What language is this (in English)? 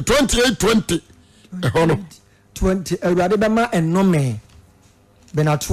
Akan